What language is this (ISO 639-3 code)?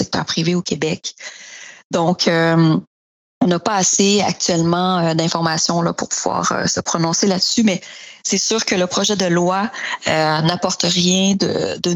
fra